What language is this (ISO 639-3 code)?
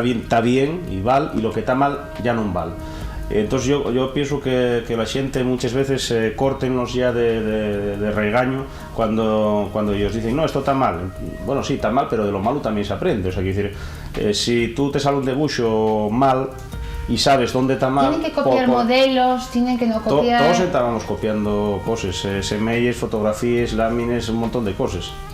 ast